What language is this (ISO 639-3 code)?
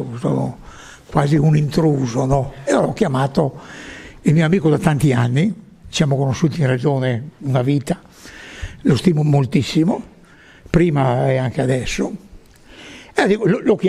ita